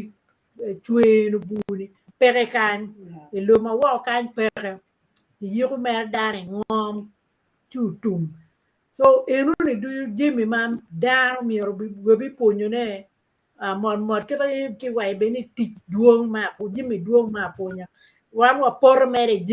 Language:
Acoli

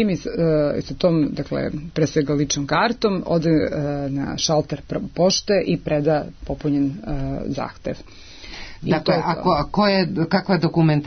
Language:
Serbian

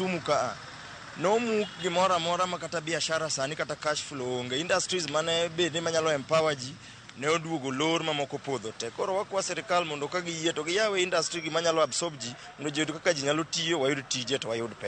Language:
Luo (Kenya and Tanzania)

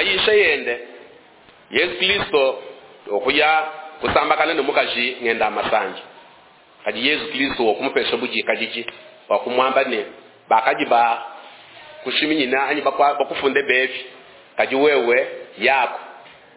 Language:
Luba-Lulua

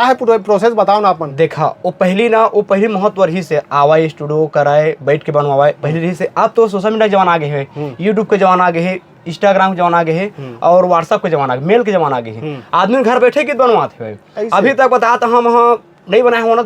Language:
Chhattisgarhi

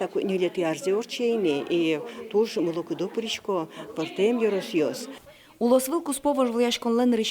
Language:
Udmurt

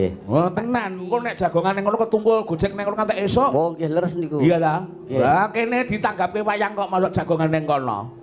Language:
Javanese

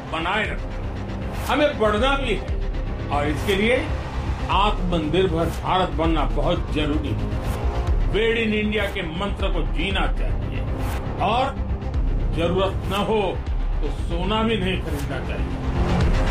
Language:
Hindi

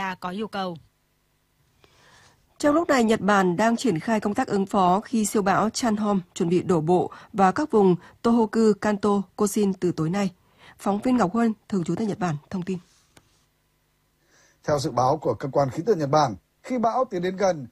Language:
Vietnamese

